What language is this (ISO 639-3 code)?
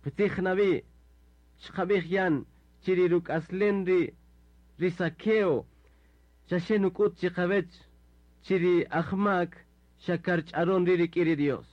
cak